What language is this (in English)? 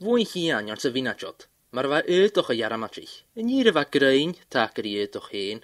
Scottish Gaelic